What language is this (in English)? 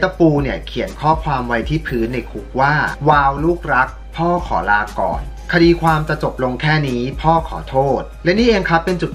Thai